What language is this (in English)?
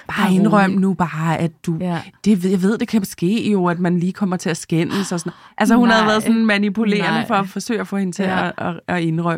Danish